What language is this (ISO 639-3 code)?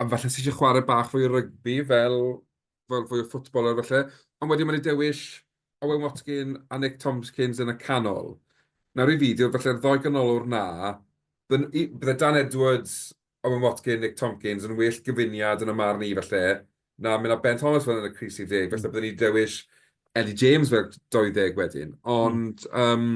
cym